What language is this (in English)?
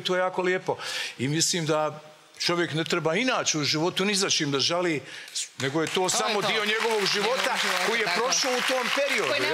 Serbian